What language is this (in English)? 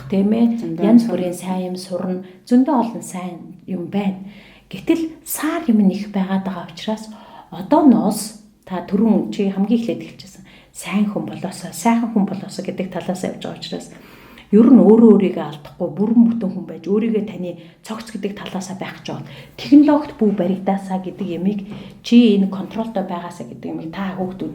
Mongolian